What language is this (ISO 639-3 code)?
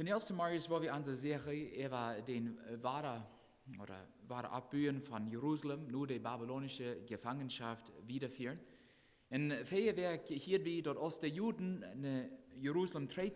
pdt